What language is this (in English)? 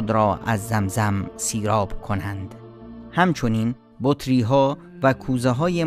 Tajik